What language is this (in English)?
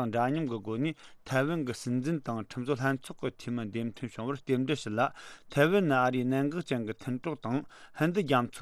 Tibetan